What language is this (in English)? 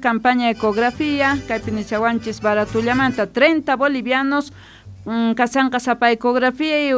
South Bolivian Quechua